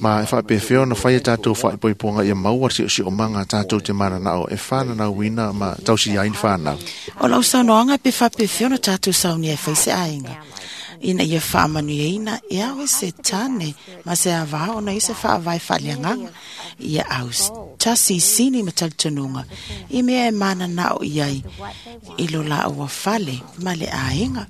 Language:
Samoan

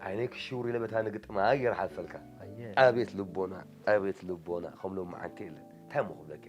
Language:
Tigrinya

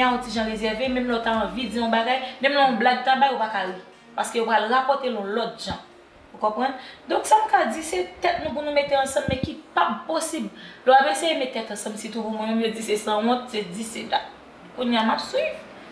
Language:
Haitian Creole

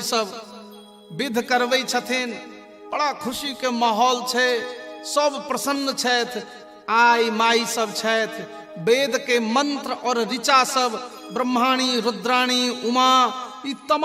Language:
Maithili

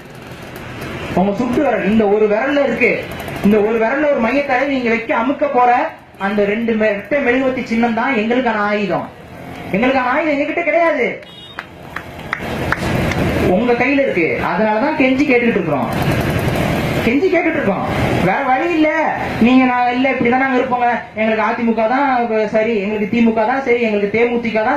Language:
Tamil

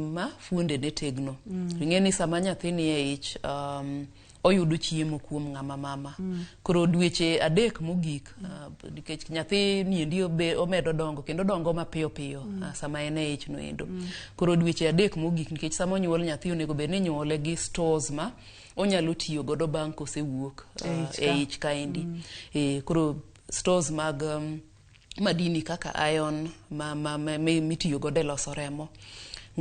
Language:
Luo (Kenya and Tanzania)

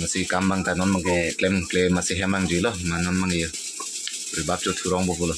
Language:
Karbi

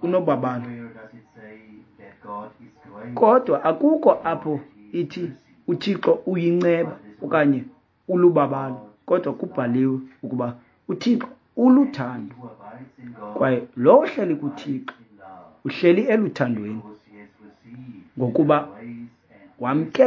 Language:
Xhosa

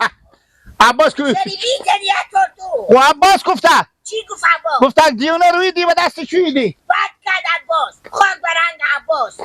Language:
Persian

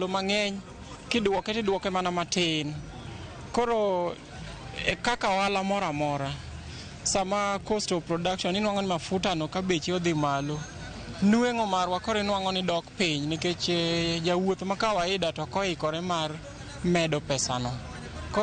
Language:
Luo (Kenya and Tanzania)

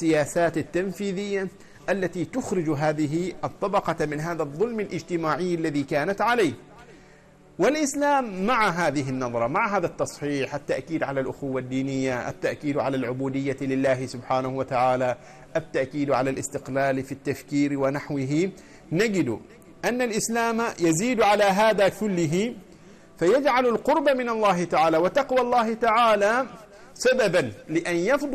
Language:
Arabic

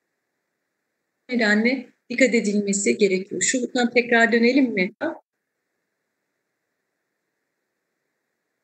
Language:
Turkish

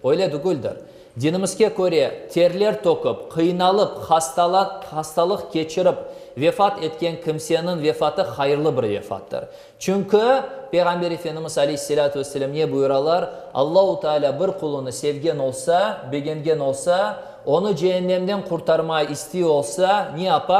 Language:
Crimean Tatar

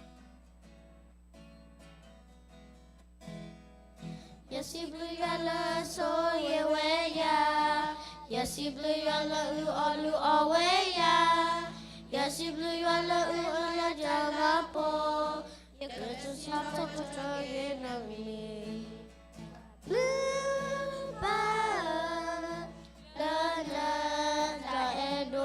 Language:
S'gaw Karen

